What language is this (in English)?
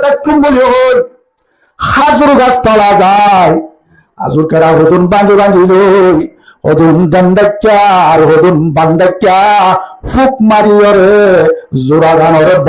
Rohingya